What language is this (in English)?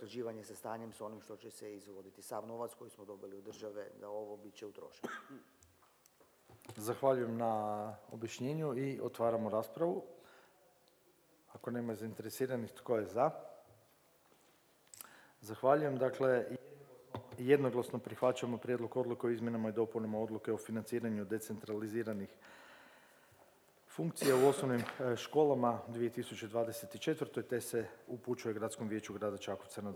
Croatian